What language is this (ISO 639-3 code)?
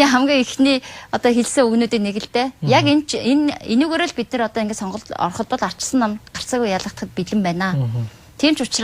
mon